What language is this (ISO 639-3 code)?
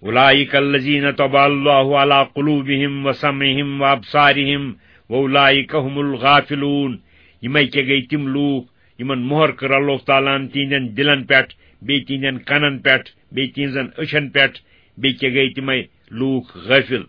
kas